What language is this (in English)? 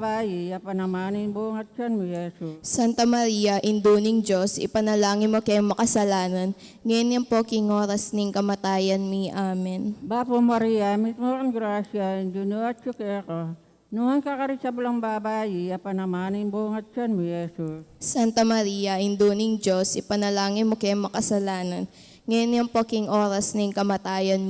Pampanga